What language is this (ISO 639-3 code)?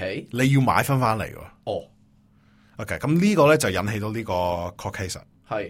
yue